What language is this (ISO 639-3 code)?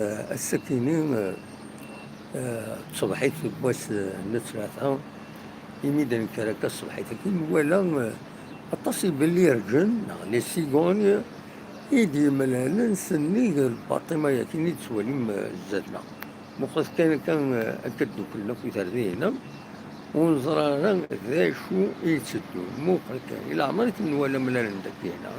kab